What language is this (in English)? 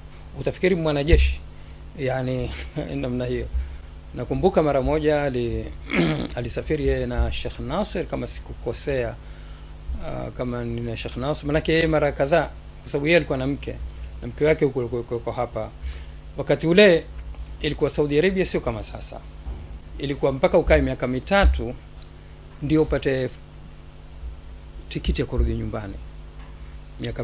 Swahili